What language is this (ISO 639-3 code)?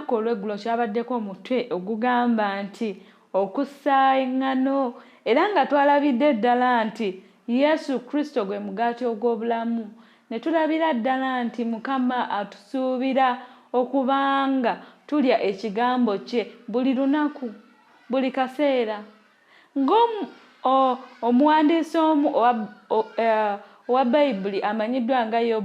lug